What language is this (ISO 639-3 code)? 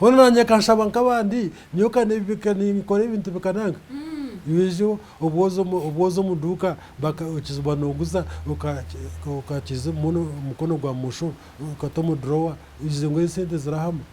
nyn